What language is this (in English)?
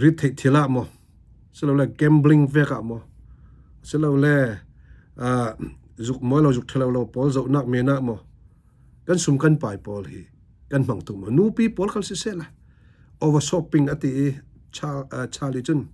Falam Chin